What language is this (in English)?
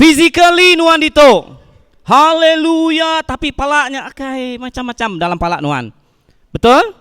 Iban